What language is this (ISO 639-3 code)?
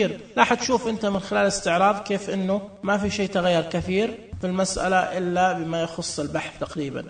ars